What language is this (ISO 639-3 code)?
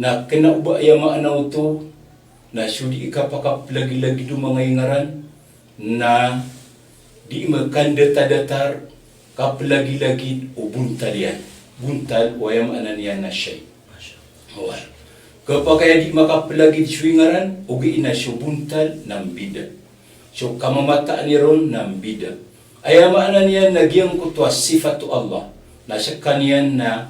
mrw